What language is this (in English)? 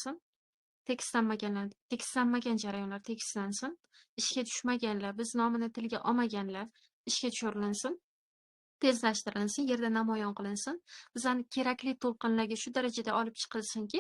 Uzbek